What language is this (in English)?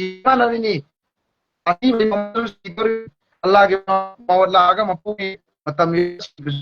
Manipuri